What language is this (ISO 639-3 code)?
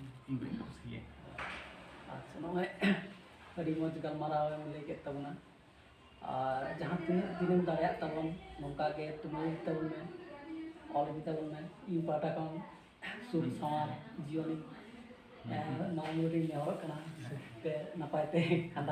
sat